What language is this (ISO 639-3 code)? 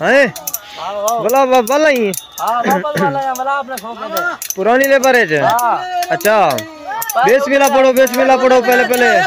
skr